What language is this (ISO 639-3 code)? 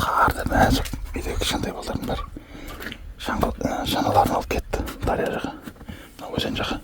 kaz